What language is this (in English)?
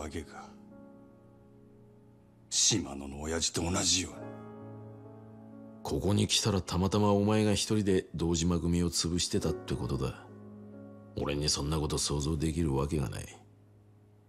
Japanese